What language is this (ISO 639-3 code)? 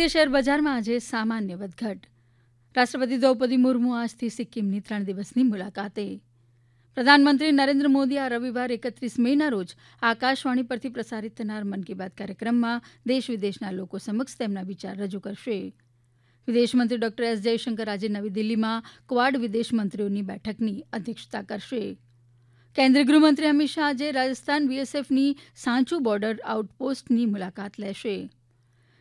guj